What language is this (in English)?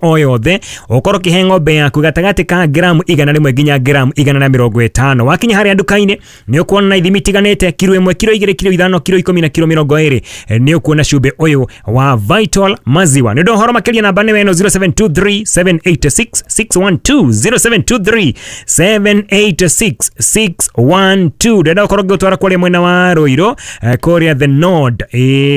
Kikuyu